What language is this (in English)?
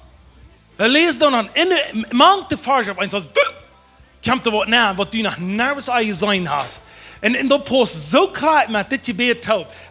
Plautdietsch